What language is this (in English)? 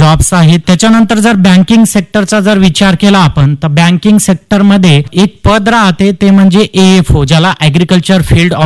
Marathi